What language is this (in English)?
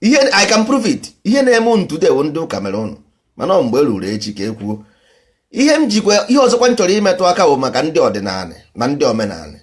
Igbo